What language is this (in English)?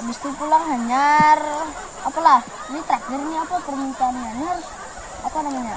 Banjar